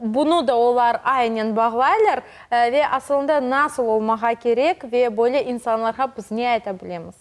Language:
Crimean Tatar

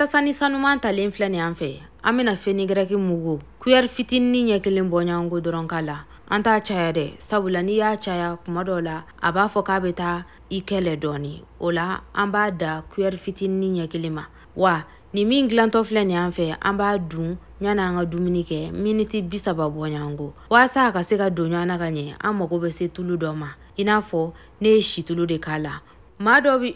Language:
Bambara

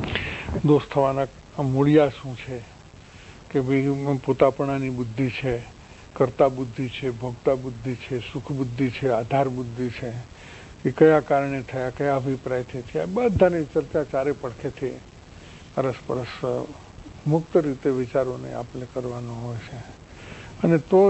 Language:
Gujarati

